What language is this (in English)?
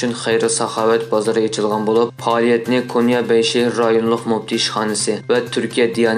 Uyghur